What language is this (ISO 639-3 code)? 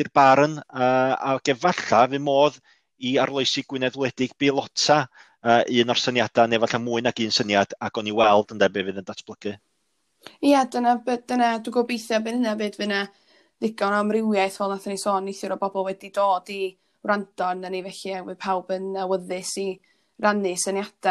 cym